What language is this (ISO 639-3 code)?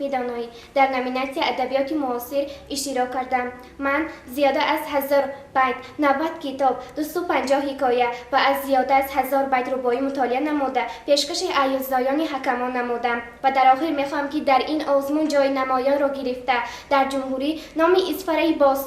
tgk